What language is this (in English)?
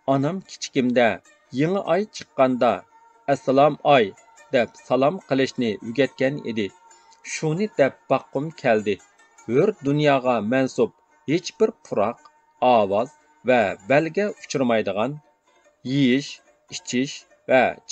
Uyghur